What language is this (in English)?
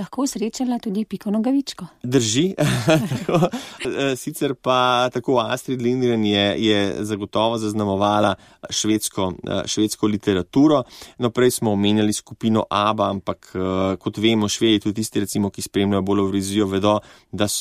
Slovenian